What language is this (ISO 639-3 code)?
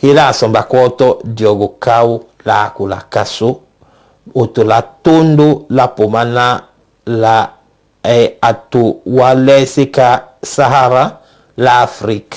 tll